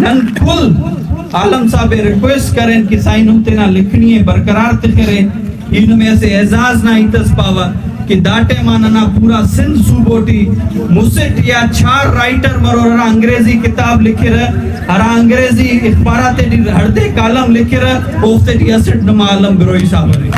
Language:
Brahui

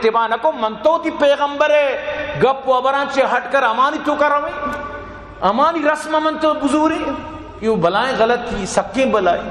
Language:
Baluchi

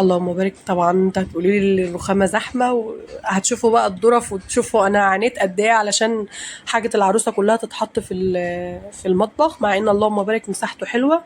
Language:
Egyptian Arabic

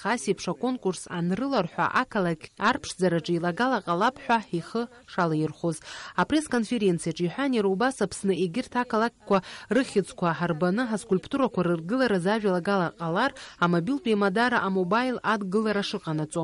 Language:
Abkhazian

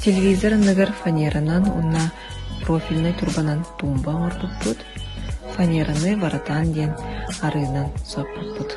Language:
Yakut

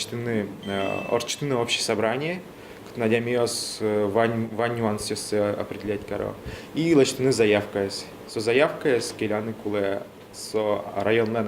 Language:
Udmurt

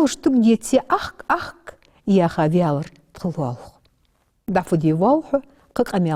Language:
Ingush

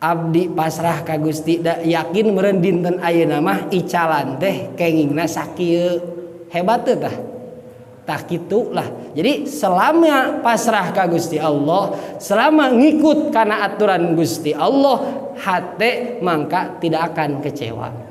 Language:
Sundanese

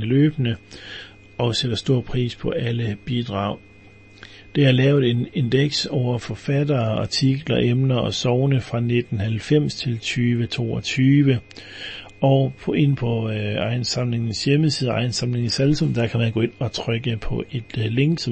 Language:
Danish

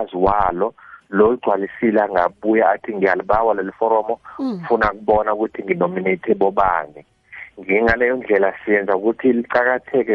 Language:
South Ndebele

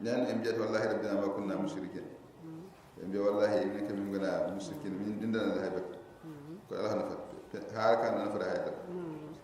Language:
Fula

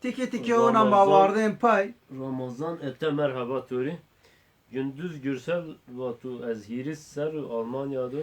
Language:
Zaza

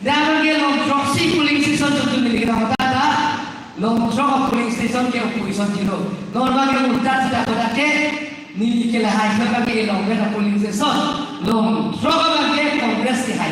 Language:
Karbi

